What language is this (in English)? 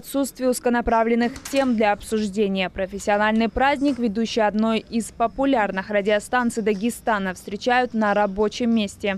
Russian